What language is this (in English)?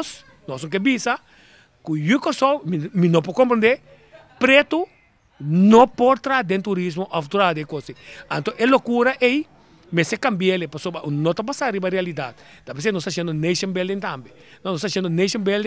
Papiamento